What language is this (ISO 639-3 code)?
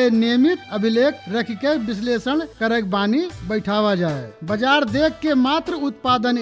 bho